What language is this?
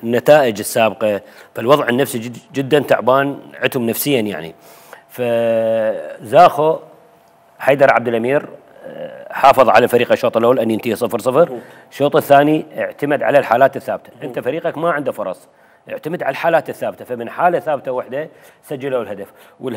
Mesopotamian Arabic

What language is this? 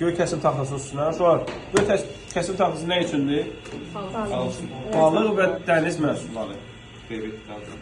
Azerbaijani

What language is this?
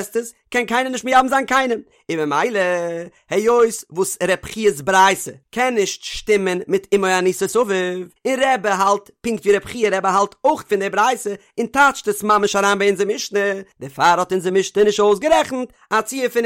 Yiddish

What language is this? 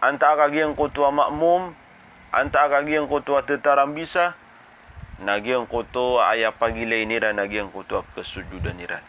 Maranao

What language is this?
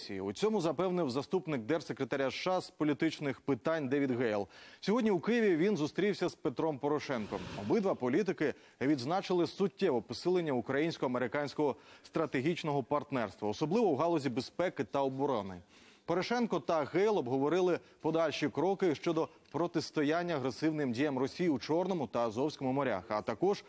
Ukrainian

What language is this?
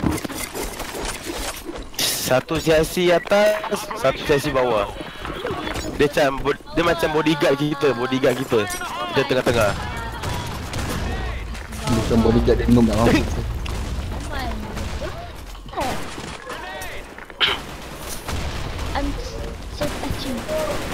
Malay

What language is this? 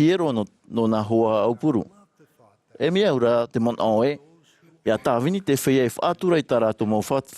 Tahitian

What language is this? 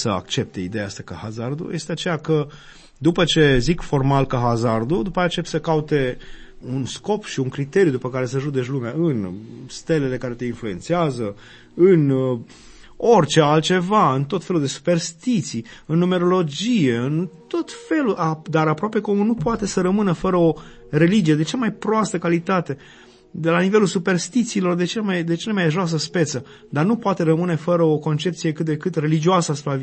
Romanian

